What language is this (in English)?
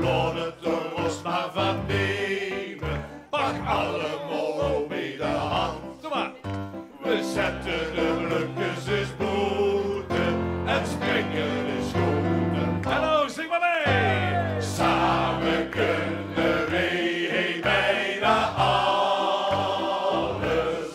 Limburgish